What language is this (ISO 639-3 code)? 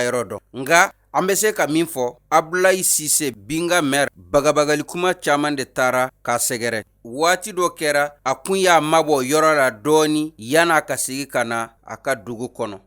bam